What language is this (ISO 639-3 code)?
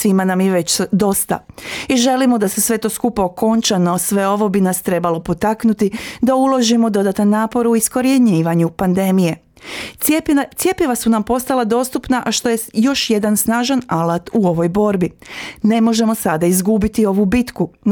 hrv